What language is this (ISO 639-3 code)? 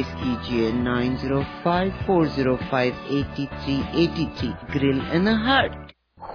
hin